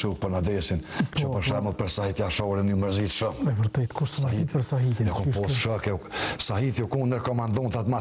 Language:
Albanian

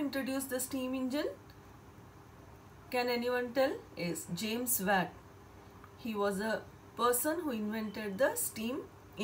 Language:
English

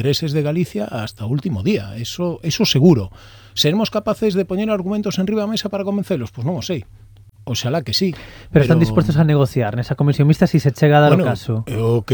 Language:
Galician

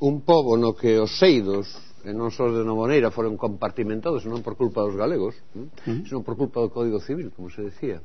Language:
Galician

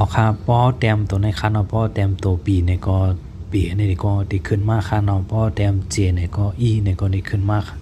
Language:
Shan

